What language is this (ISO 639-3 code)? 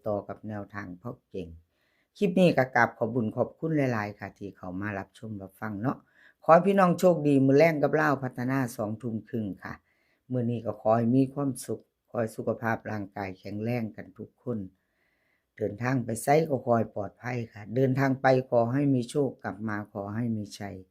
tts